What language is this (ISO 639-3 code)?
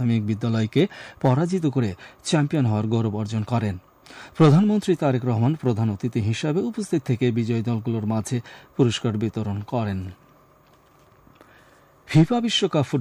ben